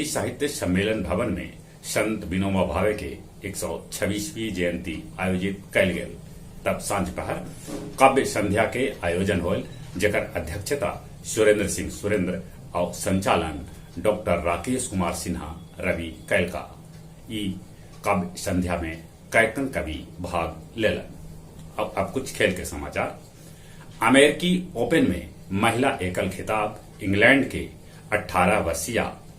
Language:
Magahi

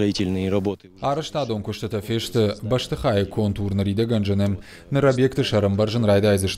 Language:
Ossetic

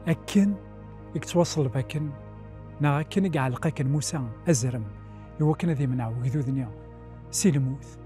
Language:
Kabyle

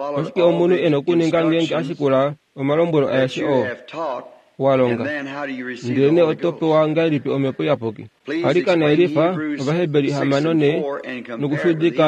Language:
Kuanyama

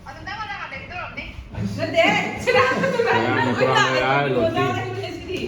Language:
Manipuri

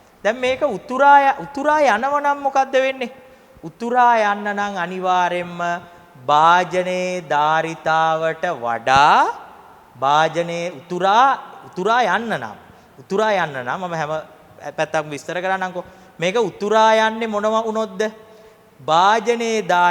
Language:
Sinhala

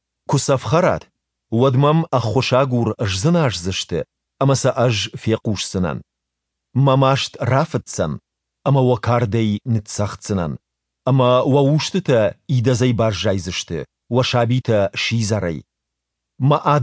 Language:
Ossetic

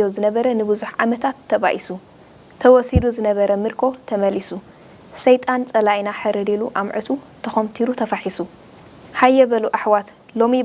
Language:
Tigrinya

